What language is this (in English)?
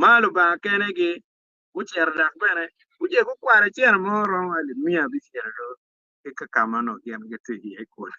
Acoli